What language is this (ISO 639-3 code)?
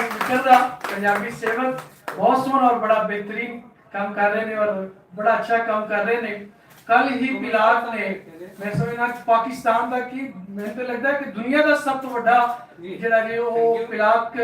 lah